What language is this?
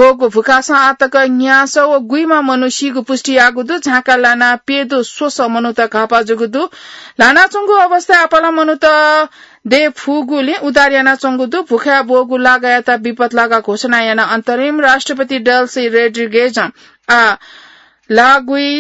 Newari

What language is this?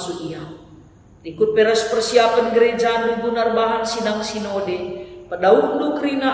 Batak Karo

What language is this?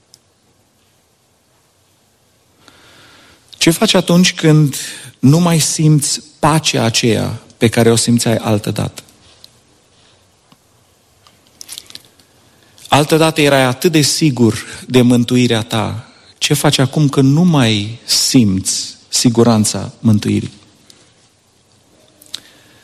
Romanian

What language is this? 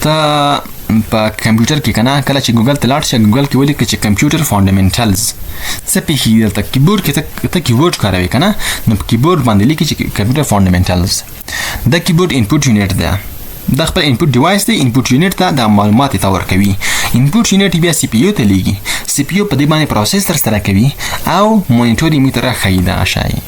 Pashto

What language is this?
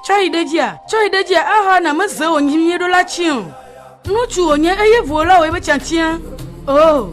Ewe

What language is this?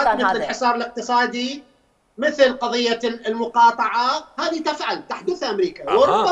Mesopotamian Arabic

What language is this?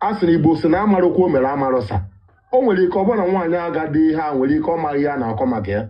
Igbo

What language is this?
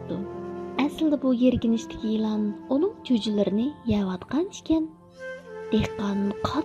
Uyghur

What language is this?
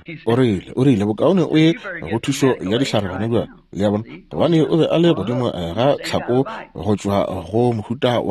Northern Sotho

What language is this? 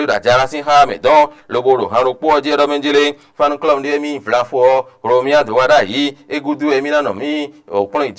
Fon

